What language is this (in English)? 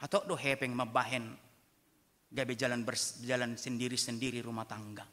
Batak Toba